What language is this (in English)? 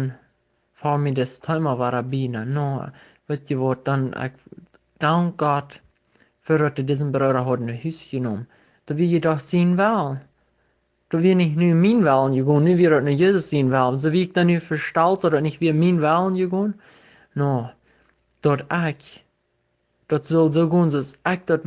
Plautdietsch